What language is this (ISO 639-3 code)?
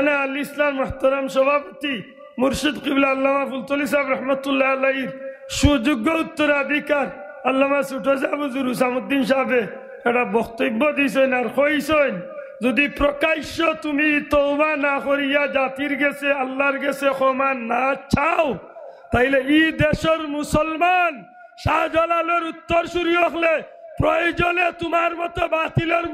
syl